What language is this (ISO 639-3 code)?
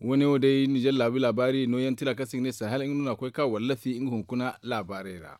dje